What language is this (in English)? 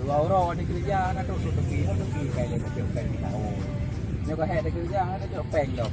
Achinese